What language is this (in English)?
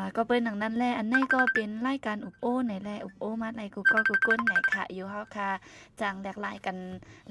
Shan